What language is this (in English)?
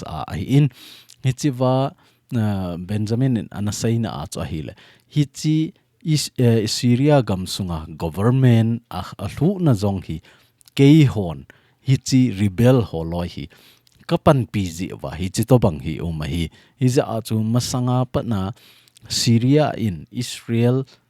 Thado Chin